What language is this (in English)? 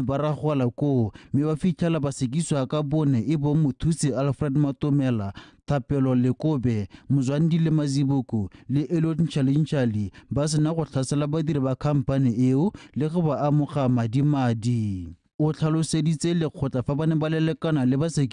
Tswana